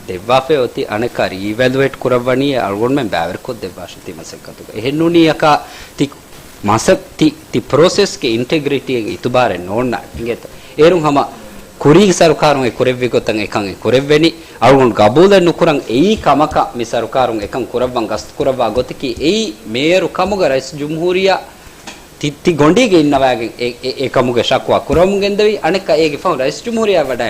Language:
Divehi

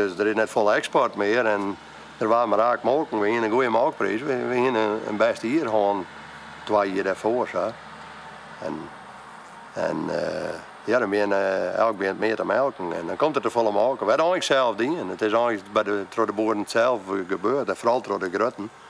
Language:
Western Frisian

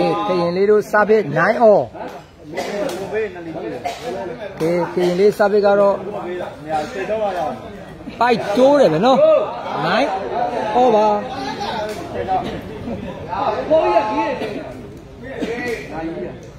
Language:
Burmese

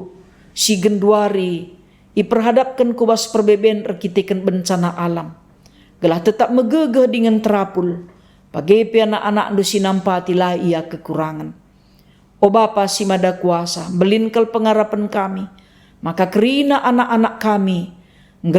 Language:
Batak Karo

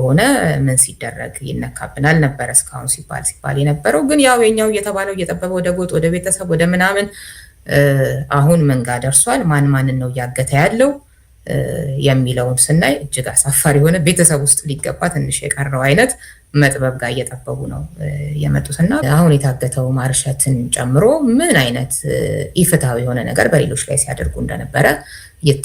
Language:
Amharic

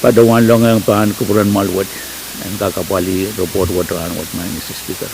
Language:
Pohnpeian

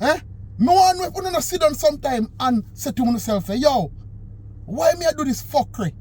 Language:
Jamaican Creole English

